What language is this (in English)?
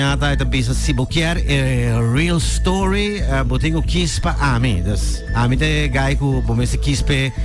Papiamento